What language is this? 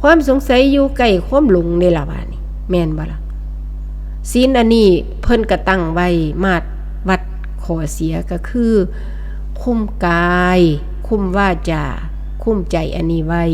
Northeastern Thai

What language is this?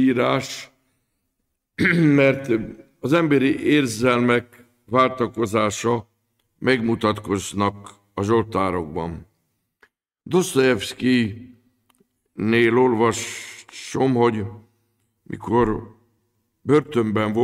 Hungarian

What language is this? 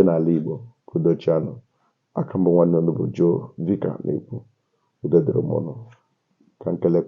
Igbo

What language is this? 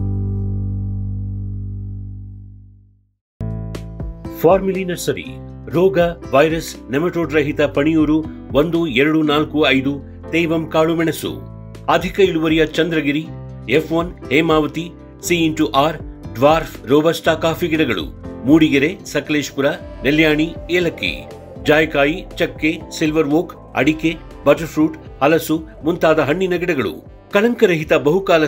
Kannada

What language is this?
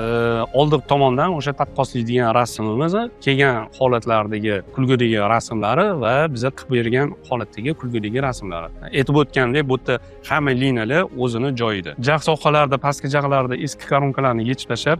Uzbek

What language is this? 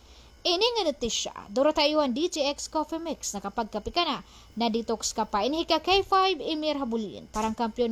Waray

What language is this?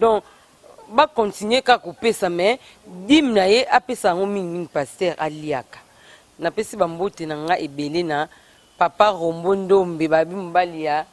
Lingala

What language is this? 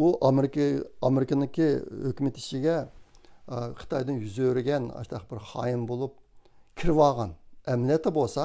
Uyghur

